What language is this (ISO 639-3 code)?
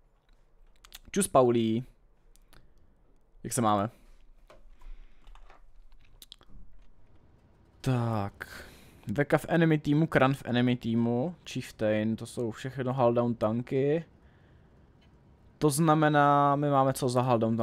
ces